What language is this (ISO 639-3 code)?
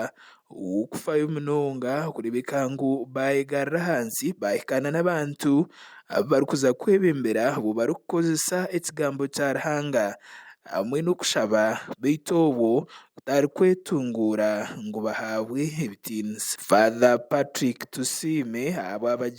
nyn